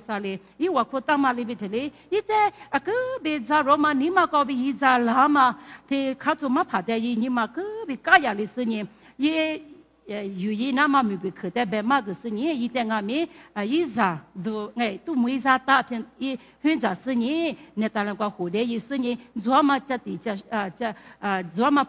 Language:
Lisu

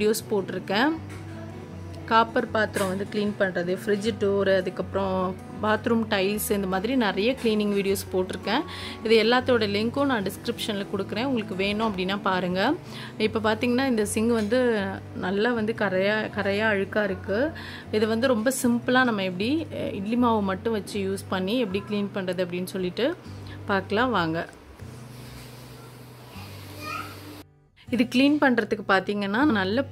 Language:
Tamil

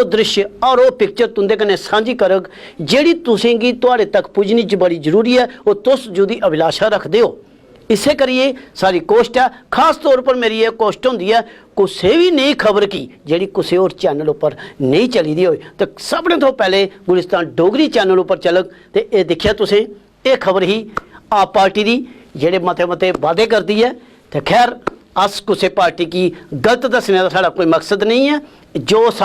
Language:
Dogri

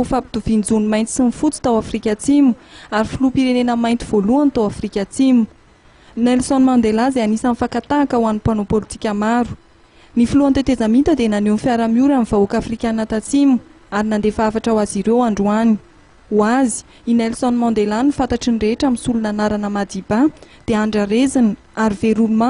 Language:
Malagasy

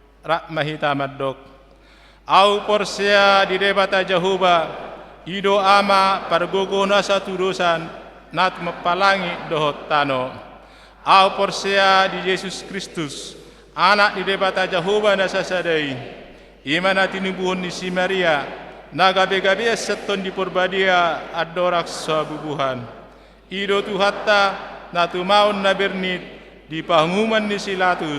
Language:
Batak Toba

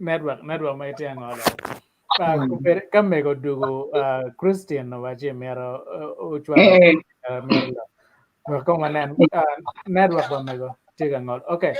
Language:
Acoli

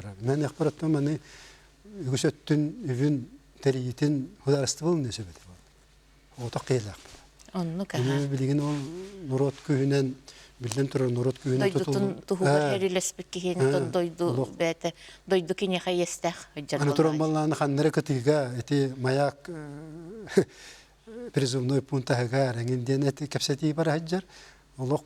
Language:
Yakut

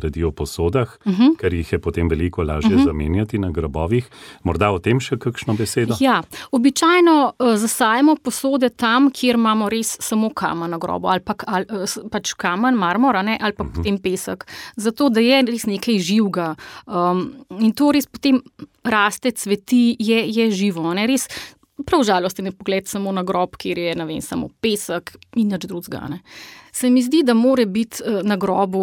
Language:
Slovenian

